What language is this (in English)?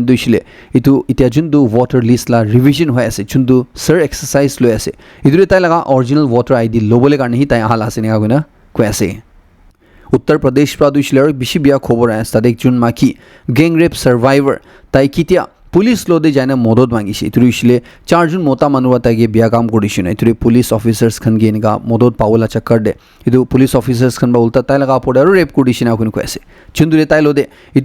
Naga Pidgin